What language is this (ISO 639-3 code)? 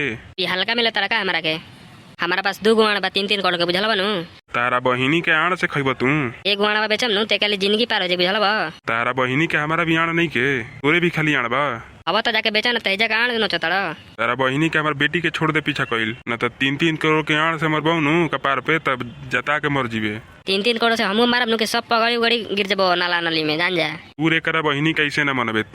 bho